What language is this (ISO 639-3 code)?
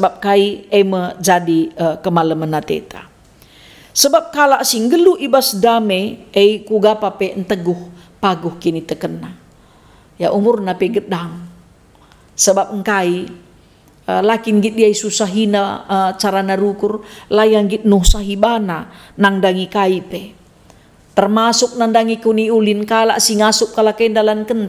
btx